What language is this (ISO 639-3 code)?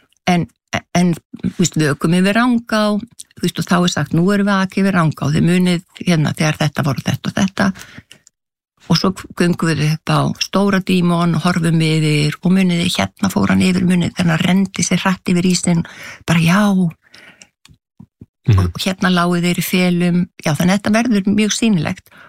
isl